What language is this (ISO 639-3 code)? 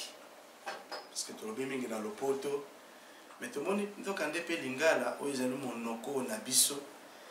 lin